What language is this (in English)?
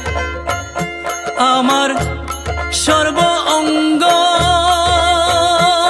Bangla